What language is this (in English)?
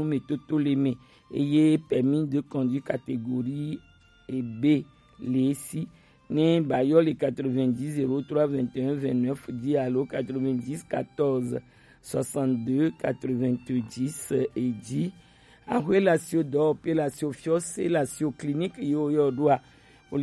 Gen